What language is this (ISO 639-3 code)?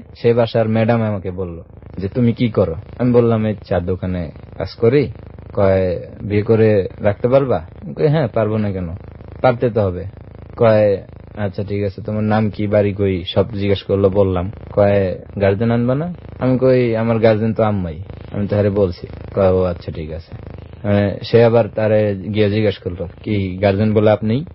ben